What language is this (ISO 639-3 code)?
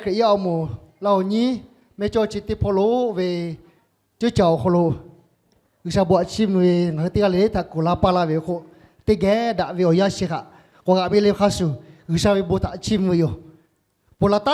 lhu